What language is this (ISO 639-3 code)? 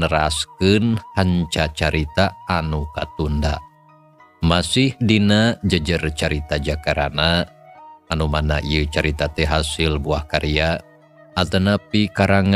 sun